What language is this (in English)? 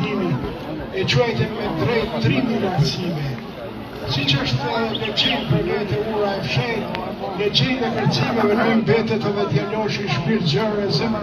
Albanian